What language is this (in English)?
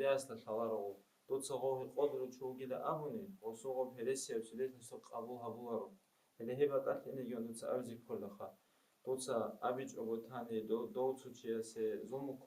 Avaric